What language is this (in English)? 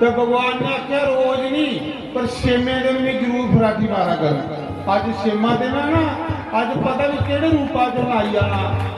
Dogri